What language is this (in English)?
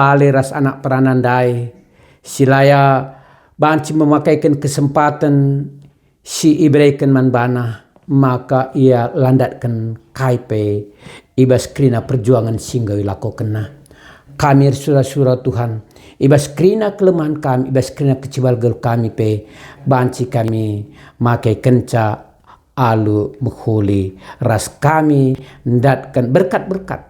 Batak Karo